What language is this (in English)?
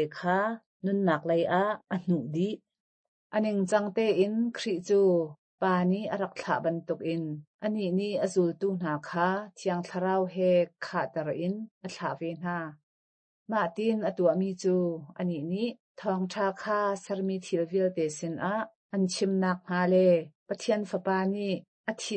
Hakha Chin